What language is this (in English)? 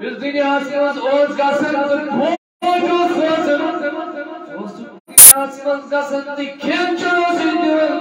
Kashmiri